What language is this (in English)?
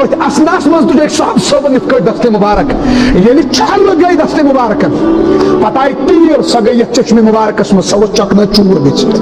Kashmiri